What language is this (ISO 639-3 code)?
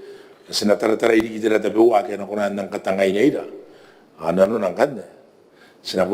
gil